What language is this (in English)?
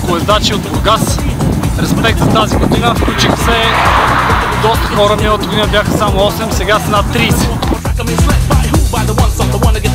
Bulgarian